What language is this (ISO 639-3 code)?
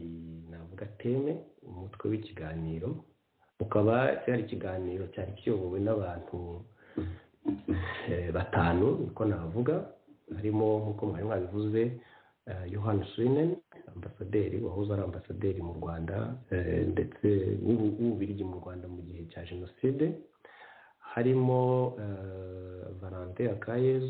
kin